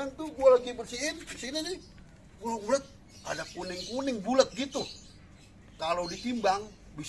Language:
Betawi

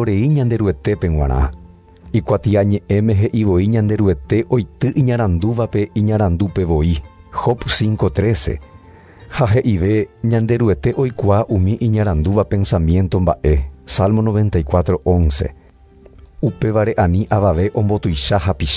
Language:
Guarani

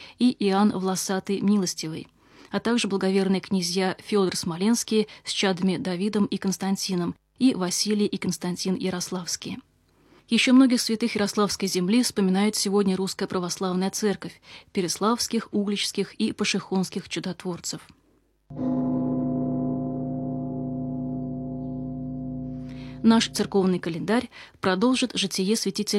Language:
Russian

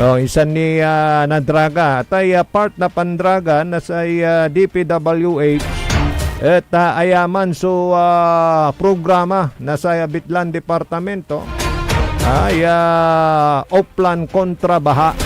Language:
Pangasinan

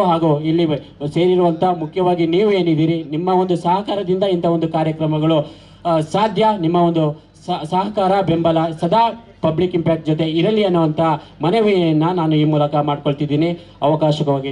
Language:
Kannada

